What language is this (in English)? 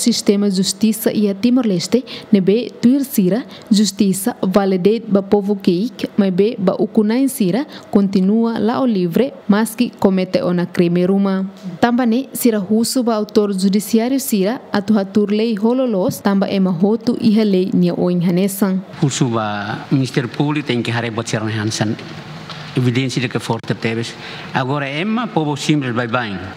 Tetum